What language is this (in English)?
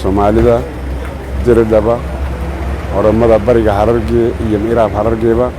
Somali